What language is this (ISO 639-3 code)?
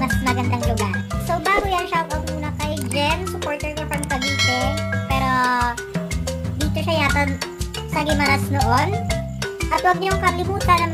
fil